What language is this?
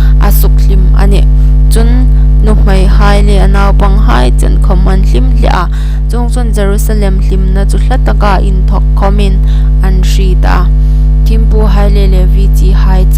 Hmar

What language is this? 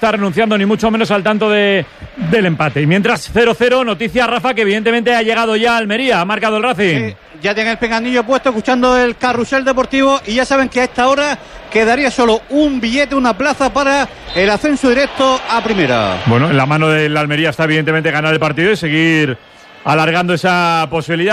Spanish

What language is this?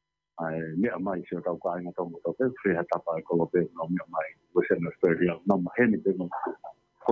Tongan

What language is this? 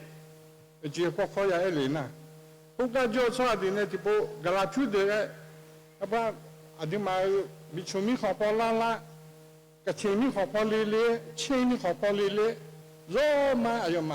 Akha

